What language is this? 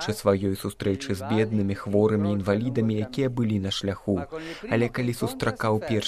Belarusian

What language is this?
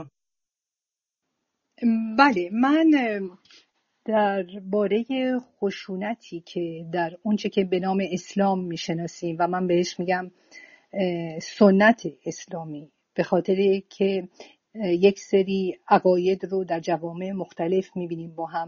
Persian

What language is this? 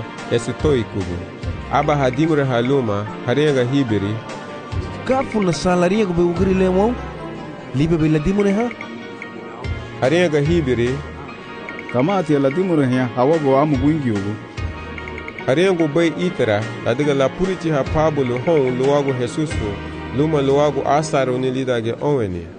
Garifuna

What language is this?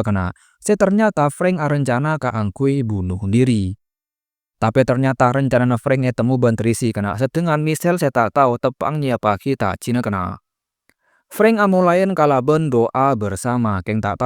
Madurese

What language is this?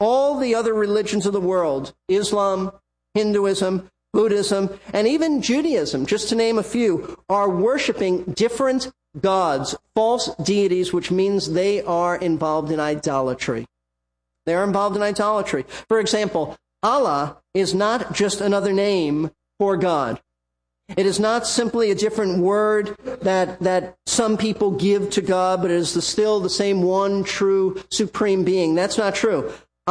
English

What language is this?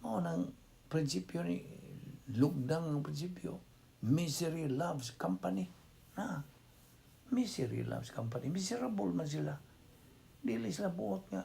Cebuano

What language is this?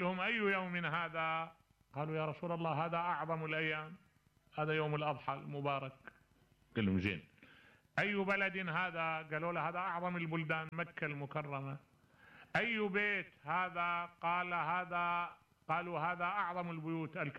Mesopotamian Arabic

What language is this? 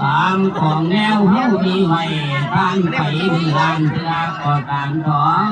Lao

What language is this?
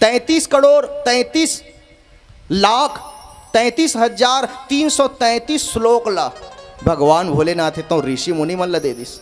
Chhattisgarhi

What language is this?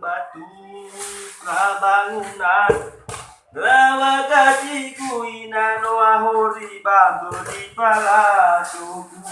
Nias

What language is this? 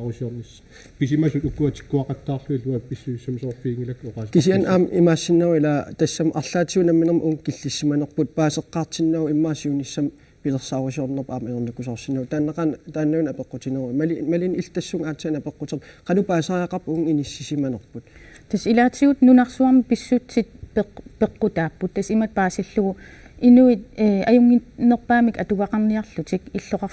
Kalaallisut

